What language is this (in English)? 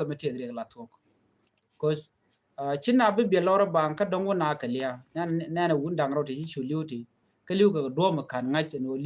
Nuer